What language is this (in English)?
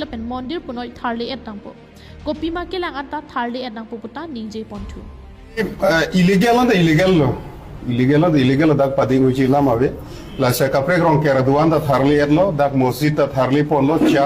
Karbi